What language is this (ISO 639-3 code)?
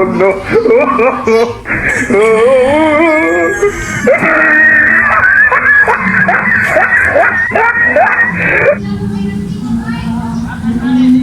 ceb